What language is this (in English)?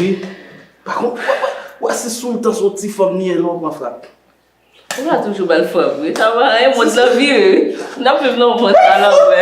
Haitian Creole